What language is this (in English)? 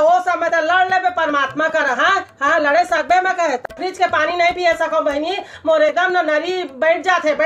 Chhattisgarhi